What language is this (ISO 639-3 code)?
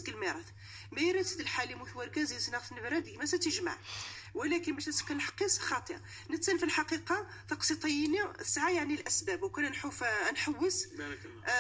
ary